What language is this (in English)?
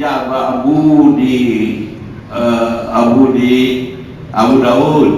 Achinese